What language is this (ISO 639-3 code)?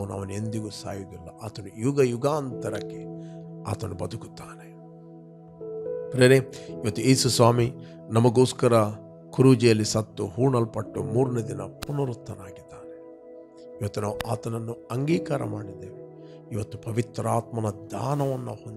kan